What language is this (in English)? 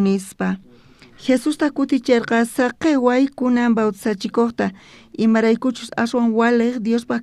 South Bolivian Quechua